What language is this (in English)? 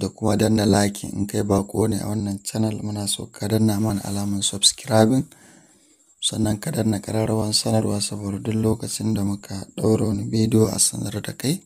Hausa